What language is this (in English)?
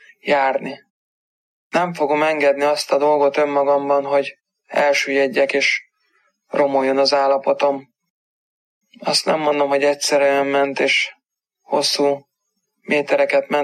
Hungarian